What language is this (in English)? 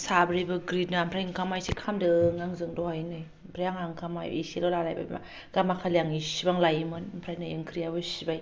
Bodo